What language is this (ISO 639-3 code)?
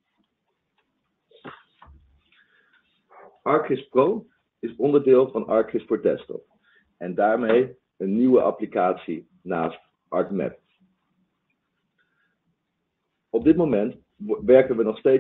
nld